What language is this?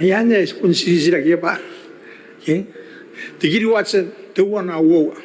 Gilbertese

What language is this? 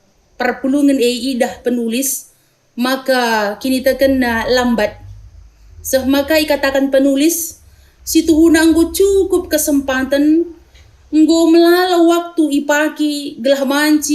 Batak Karo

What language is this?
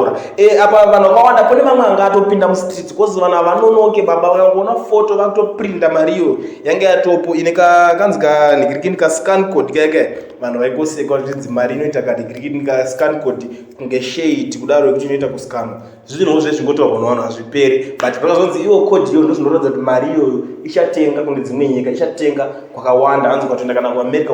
Shona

